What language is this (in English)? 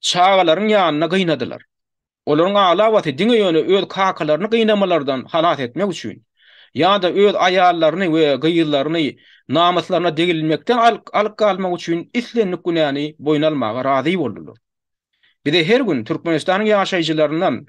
Turkmen